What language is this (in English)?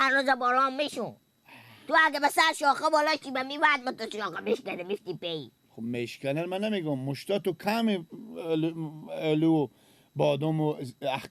Persian